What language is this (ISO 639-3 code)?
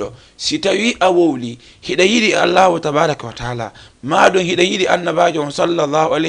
ful